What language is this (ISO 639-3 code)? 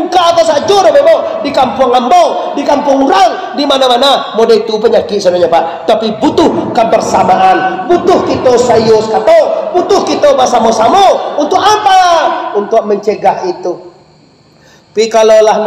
min